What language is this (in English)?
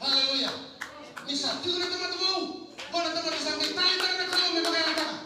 Fijian